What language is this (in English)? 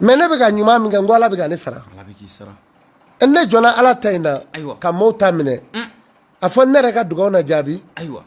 Bambara